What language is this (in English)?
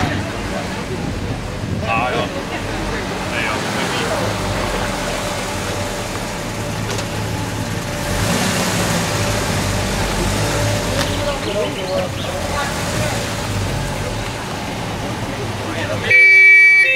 Dutch